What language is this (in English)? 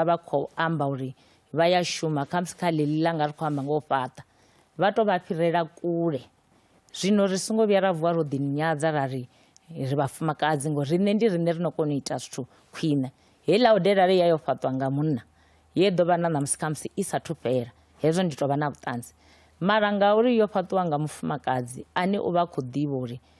Venda